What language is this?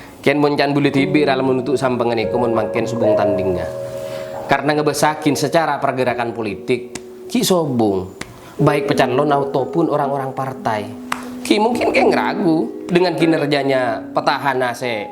Madurese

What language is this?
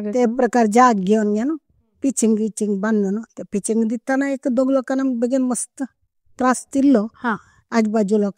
Konkani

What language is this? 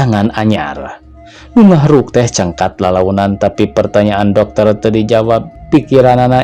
Sundanese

